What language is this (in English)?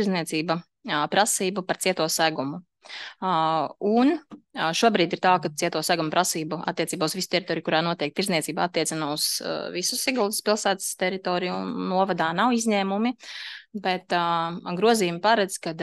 Latvian